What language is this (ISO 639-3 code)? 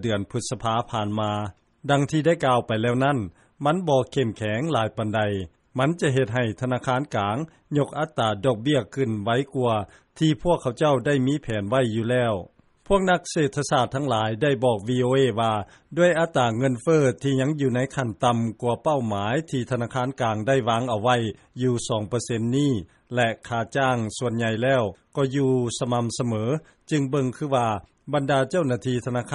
lao